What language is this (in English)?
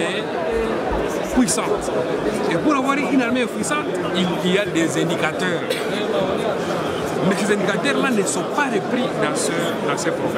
French